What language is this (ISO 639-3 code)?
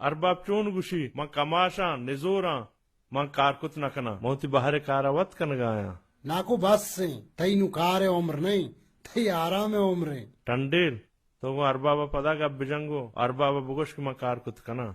bal